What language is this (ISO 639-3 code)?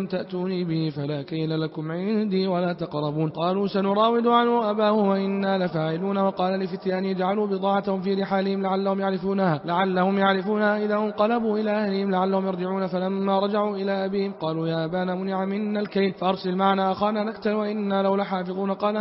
ara